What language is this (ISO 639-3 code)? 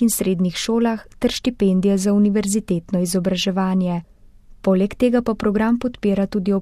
slv